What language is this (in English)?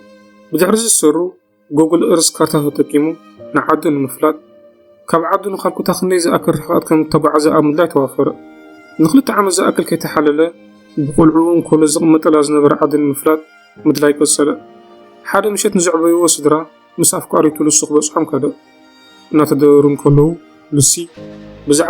Tigrinya